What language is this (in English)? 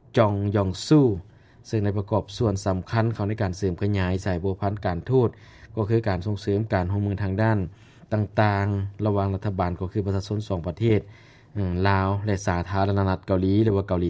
Lao